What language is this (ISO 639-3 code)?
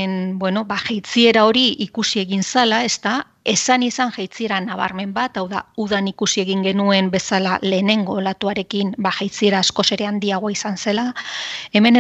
eus